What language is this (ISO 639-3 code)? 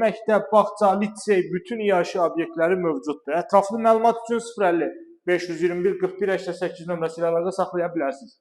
aze